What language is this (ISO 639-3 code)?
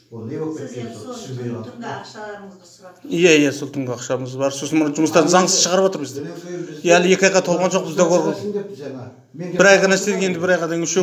kir